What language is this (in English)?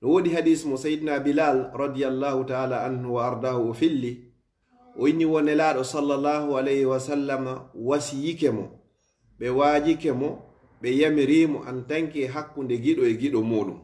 Fula